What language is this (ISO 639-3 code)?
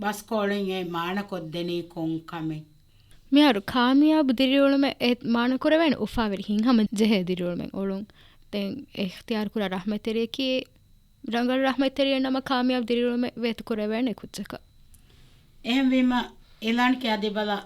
div